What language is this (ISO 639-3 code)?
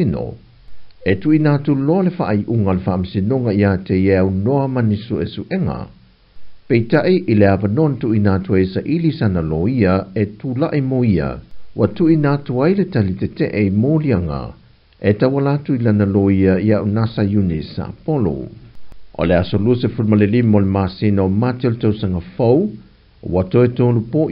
smo